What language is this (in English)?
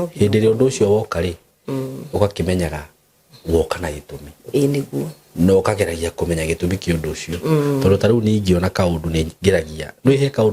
Kikuyu